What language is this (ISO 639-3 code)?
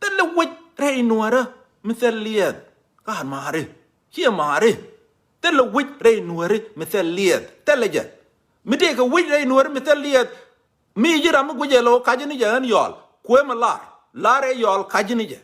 nus